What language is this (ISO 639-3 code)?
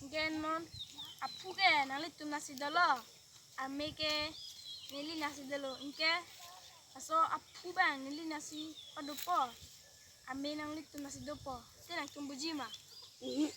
mjw